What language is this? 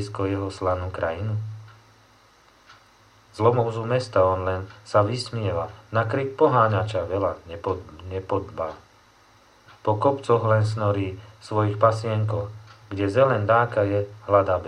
Slovak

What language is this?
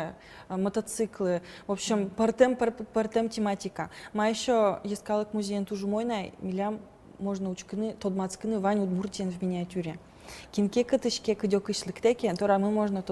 Udmurt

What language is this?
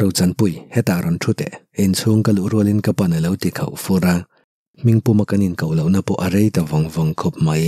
Mizo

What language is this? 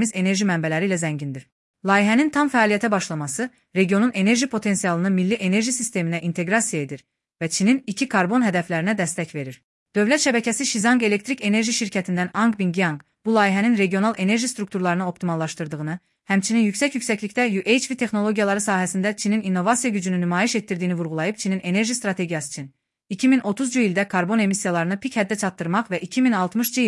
Azerbaijani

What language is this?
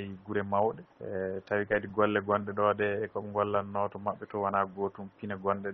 Fula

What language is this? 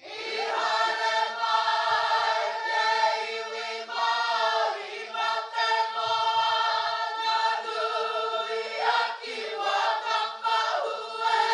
Māori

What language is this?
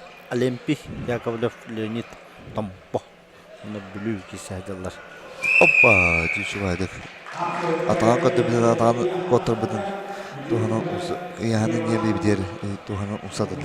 Yakut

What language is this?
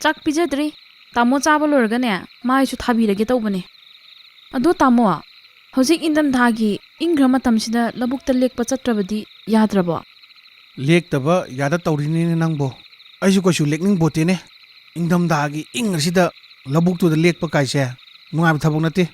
Manipuri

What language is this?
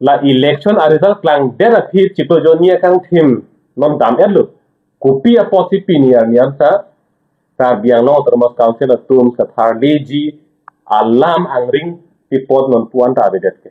Karbi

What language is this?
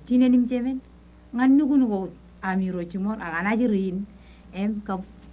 Marshallese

